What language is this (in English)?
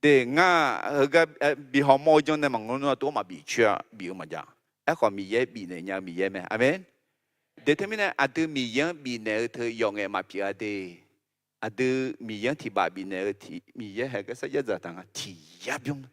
Akha